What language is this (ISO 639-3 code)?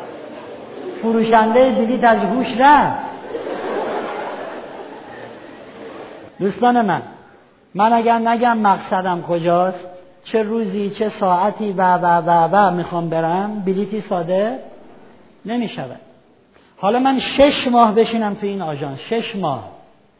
fas